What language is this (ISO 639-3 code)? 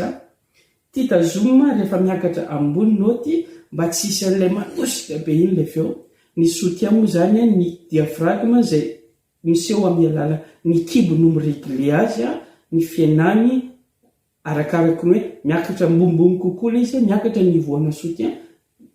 mlg